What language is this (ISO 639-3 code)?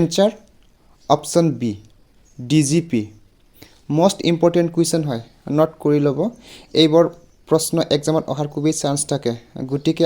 asm